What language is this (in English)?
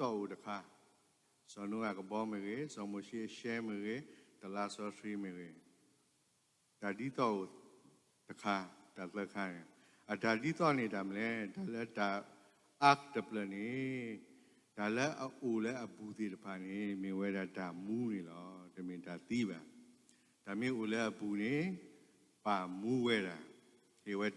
S'gaw Karen